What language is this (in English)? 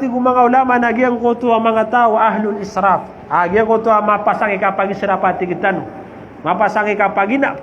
Maranao